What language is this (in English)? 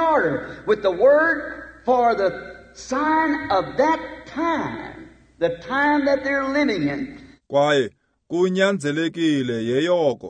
Xhosa